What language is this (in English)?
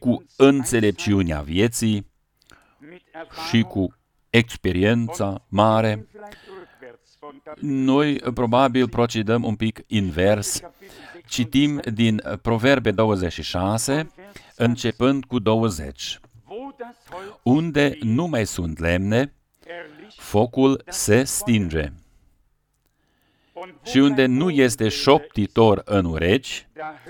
Romanian